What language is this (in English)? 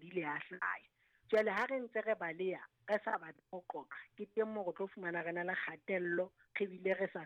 Southern Sotho